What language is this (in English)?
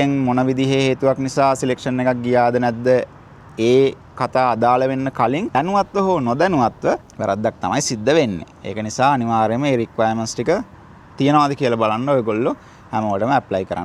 Sinhala